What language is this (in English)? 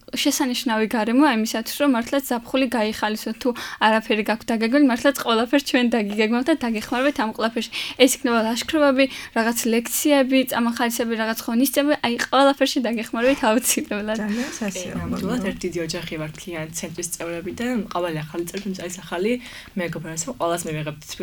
Georgian